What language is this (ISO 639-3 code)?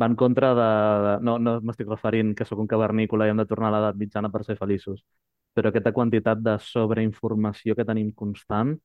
cat